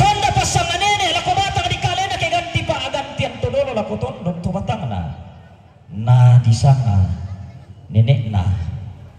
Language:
Toraja-Sa'dan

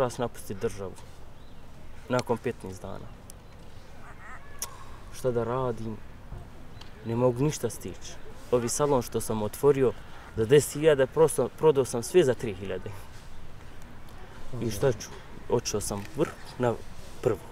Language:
Bosnian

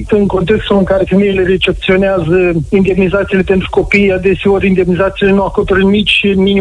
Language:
Romanian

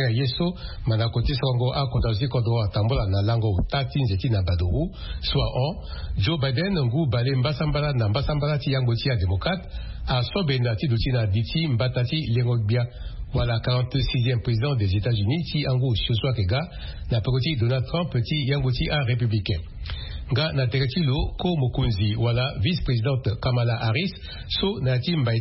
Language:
Sango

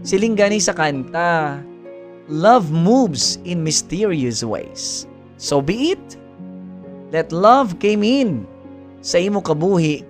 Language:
Hiligaynon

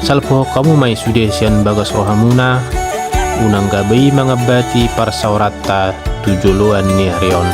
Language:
Batak Toba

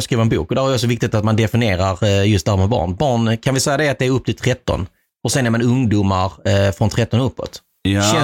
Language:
Swedish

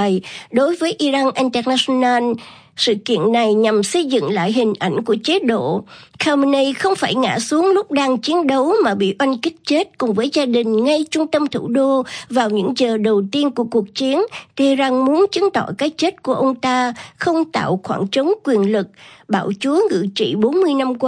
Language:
Vietnamese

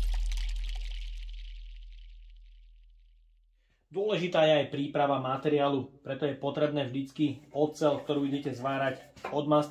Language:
Slovak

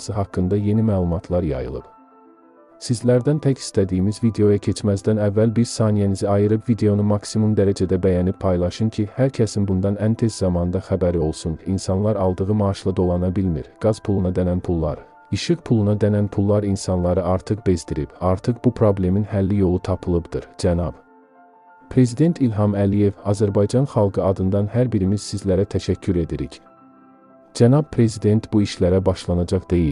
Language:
Azerbaijani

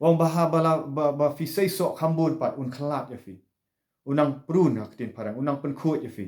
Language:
Khasi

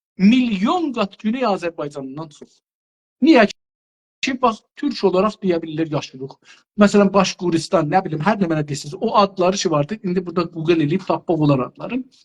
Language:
South Azerbaijani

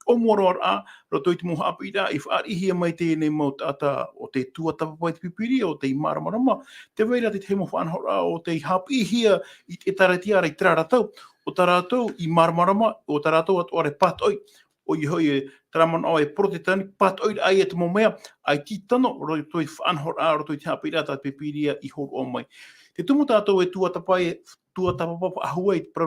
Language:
Tahitian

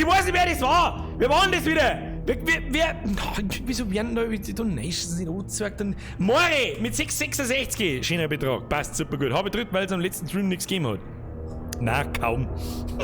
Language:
Bavarian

